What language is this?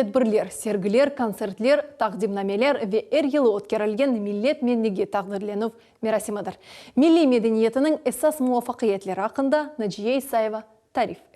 Crimean Tatar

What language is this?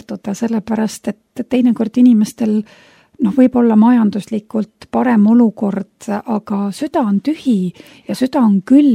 Estonian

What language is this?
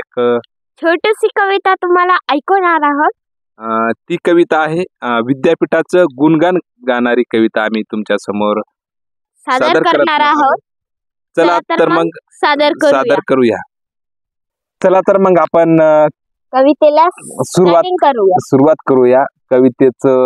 Marathi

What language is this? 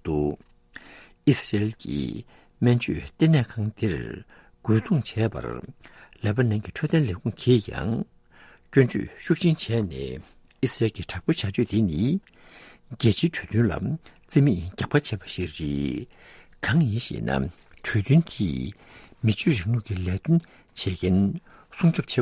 Tibetan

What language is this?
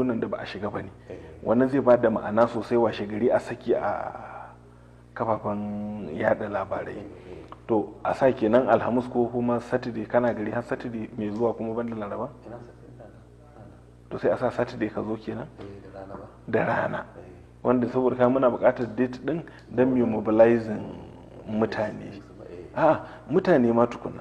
Hausa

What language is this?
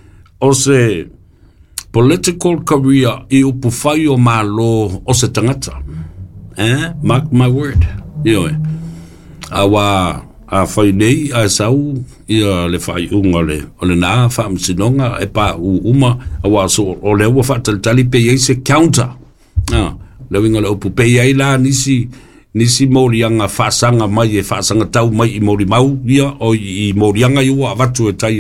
Samoan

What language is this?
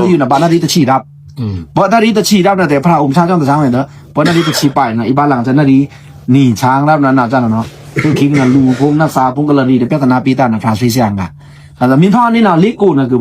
Pa'o Karen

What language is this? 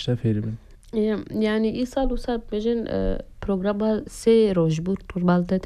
Kurdish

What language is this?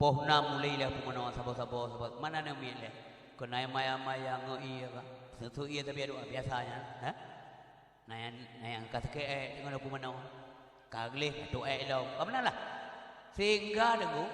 Achinese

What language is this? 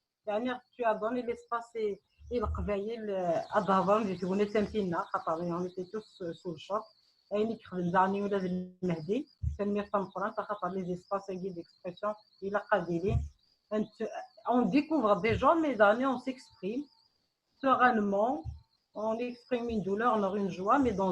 Kabyle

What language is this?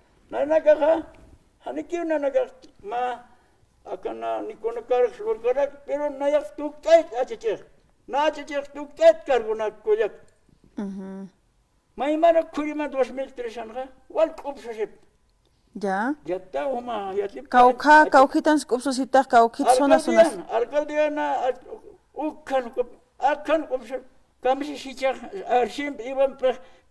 Aymara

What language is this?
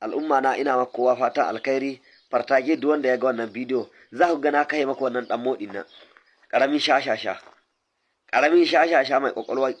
Hausa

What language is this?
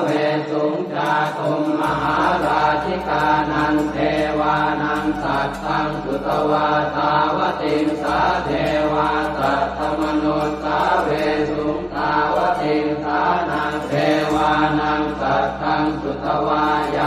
Pali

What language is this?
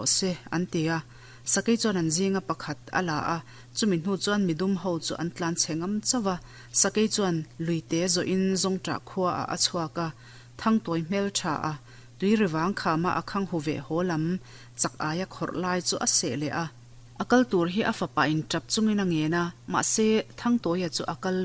Mizo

